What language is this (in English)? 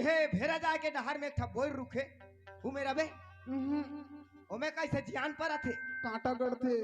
Chhattisgarhi